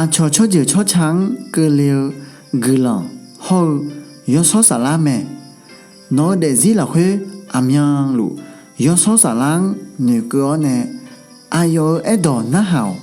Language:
Akha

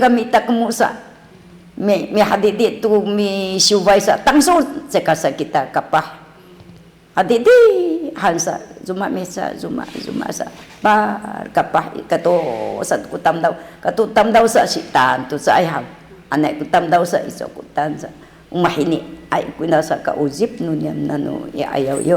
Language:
Sakizaya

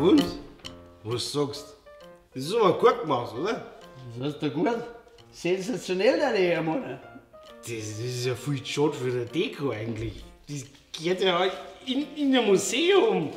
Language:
Bavarian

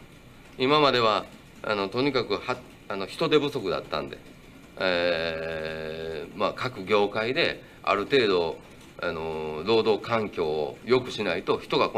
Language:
Japanese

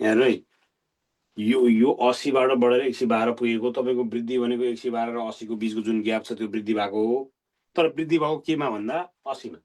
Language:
Nepali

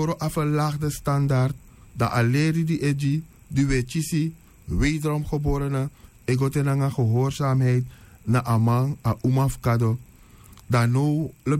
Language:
Sranan Tongo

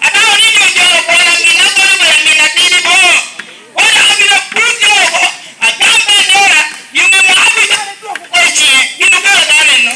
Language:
Lango (Uganda)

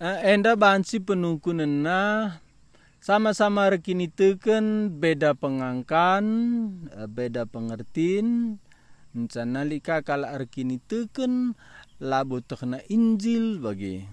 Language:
Batak Karo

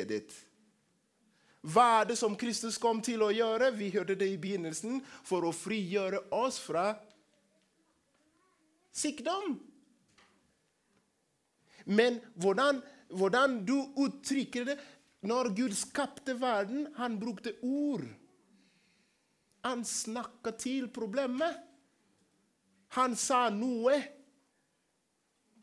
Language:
Norwegian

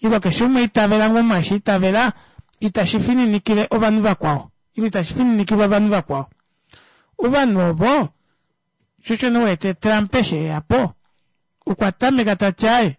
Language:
Kuanyama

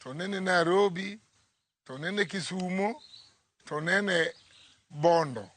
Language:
Luo (Kenya and Tanzania)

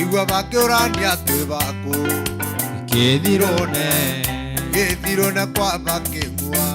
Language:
Meru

